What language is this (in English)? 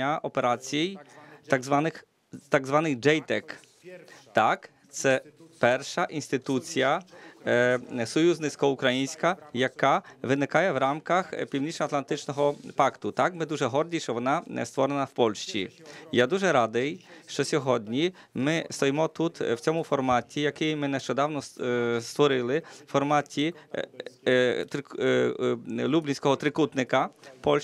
Ukrainian